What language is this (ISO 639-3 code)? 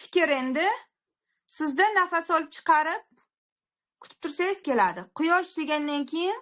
uzb